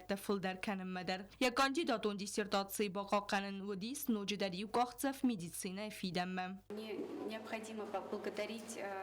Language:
Ossetic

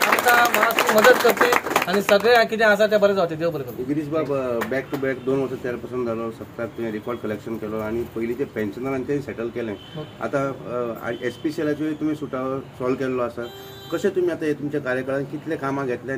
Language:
Konkani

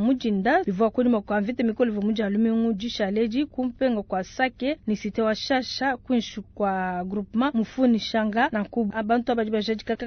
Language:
Luba-Lulua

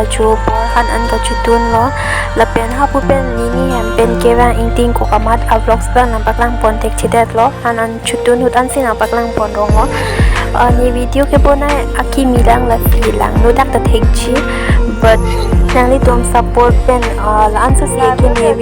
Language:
Karbi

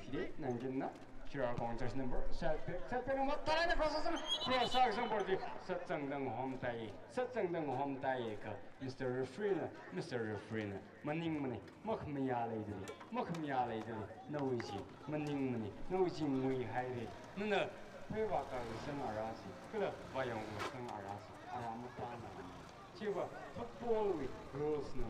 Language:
Tangkhul Naga (India)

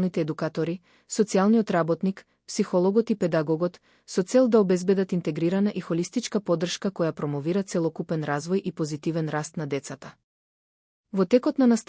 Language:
Macedonian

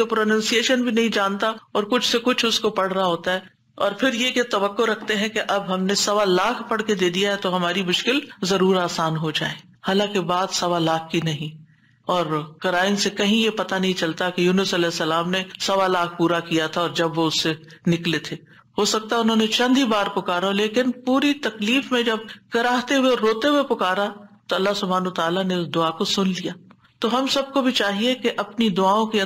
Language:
Urdu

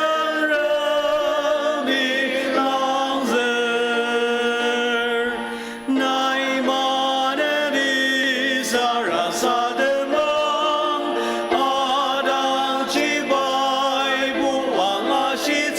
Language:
Ao Naga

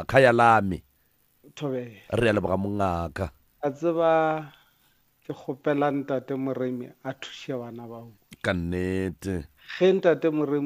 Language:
Northern Sotho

